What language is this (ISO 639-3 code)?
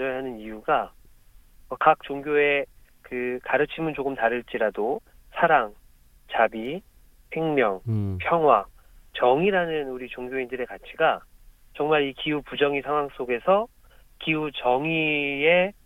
kor